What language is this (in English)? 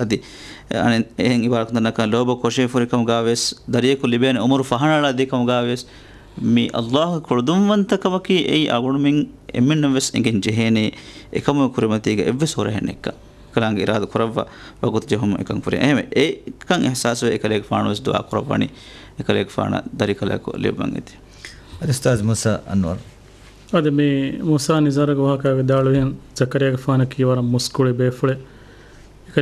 Divehi